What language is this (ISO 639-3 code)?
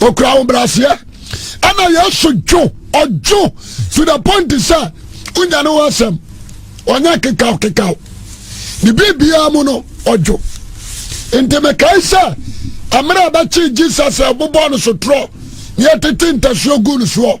aka